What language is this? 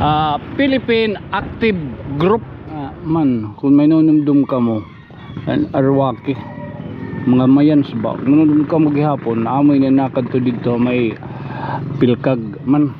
Waray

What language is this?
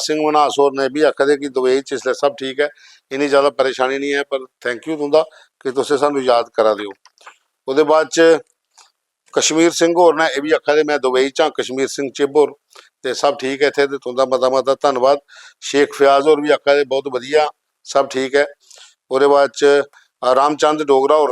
Dogri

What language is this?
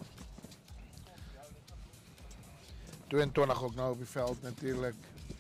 Afrikaans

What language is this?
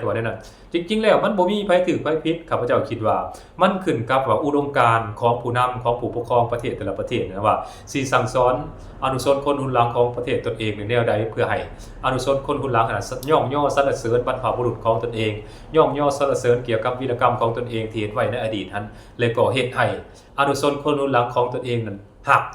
Lao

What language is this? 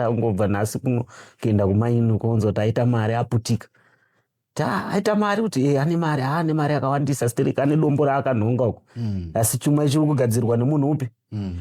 Shona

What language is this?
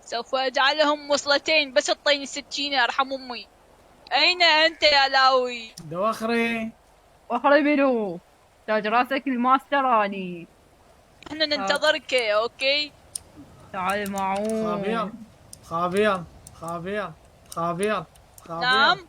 Mesopotamian Arabic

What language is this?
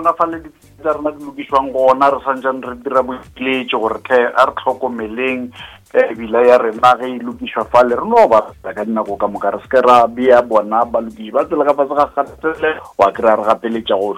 Northern Sotho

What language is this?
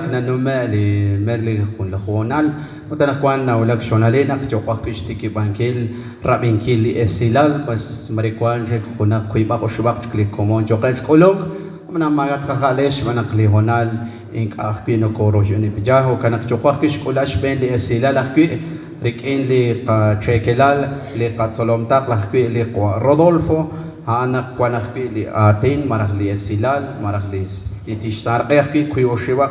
Kekchí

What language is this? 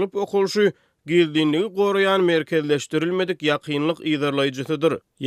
Turkmen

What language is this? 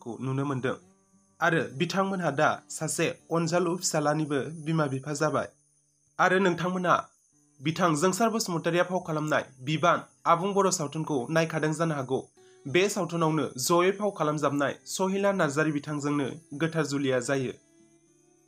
Bodo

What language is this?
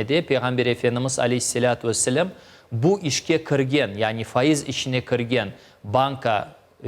Crimean Tatar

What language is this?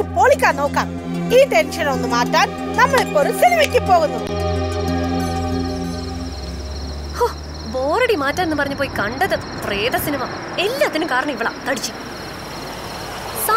Malayalam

